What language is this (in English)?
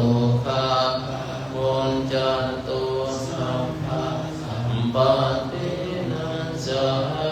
Pali